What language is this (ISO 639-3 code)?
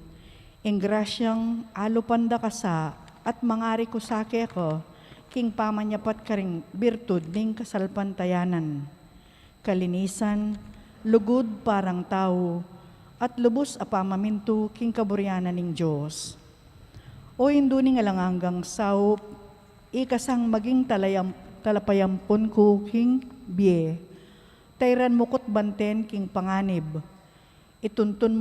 pam